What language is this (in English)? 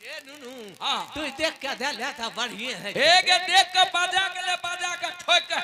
Angika